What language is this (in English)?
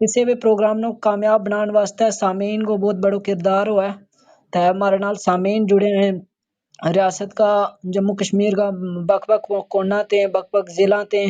Gujari